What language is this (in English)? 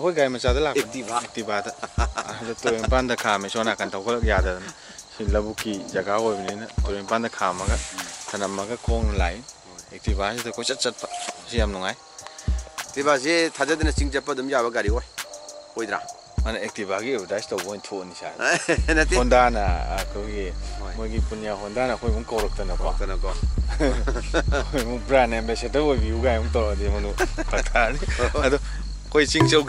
Manipuri